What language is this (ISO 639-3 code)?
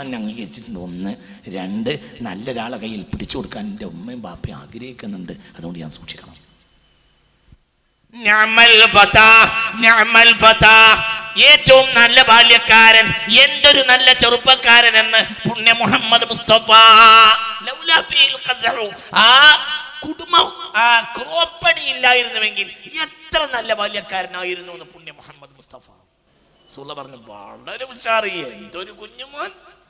mal